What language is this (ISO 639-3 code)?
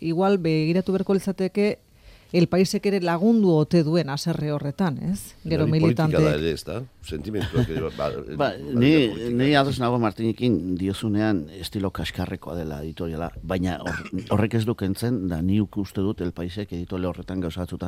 eus